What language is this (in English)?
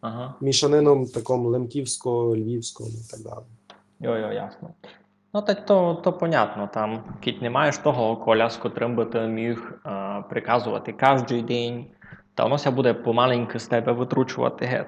Rusyn